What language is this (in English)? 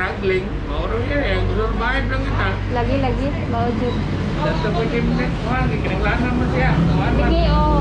Cebuano